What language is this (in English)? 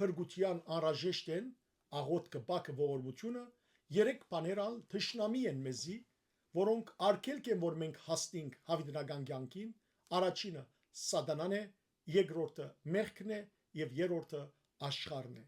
Western Armenian